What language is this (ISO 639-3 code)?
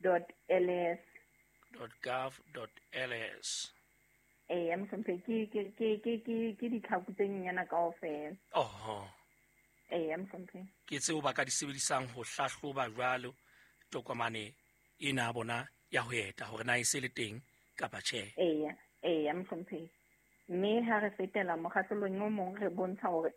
sot